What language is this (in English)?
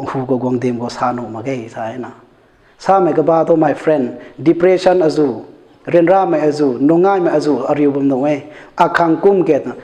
Rongmei Naga